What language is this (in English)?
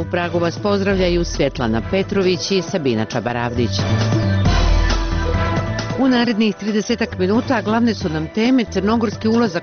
Bosnian